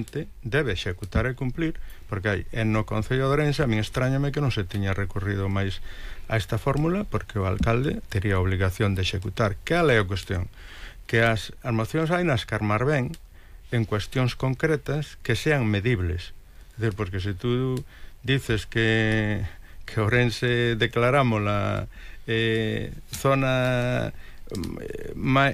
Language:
Galician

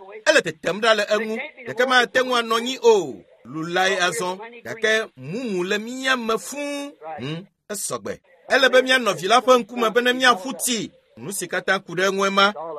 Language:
Ewe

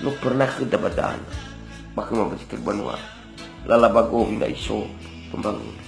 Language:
Nias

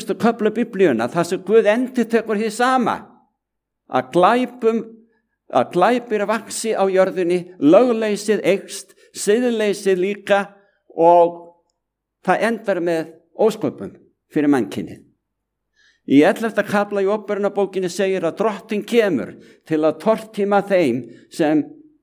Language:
Icelandic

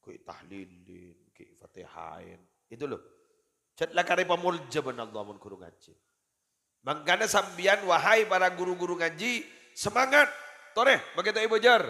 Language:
Madurese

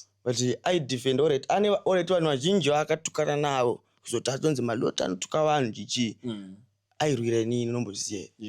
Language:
Shona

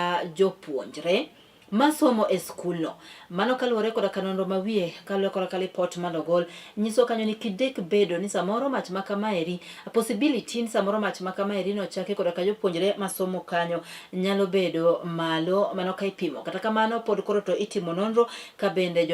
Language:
Luo (Kenya and Tanzania)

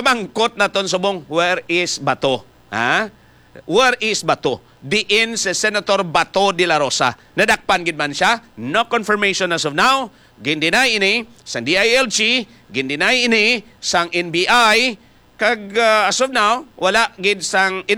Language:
Hiligaynon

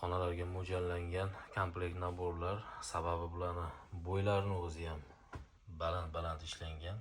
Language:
Uzbek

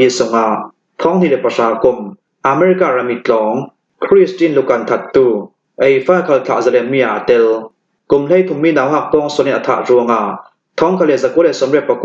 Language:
Hakha Chin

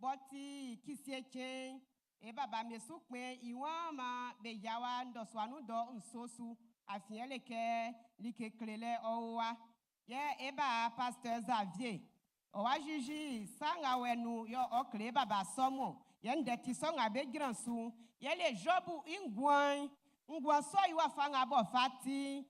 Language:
Baoulé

